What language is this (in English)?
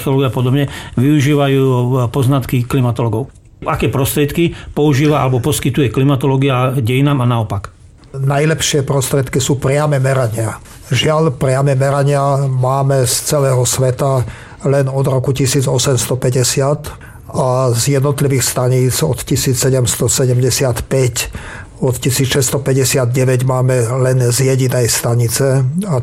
Slovak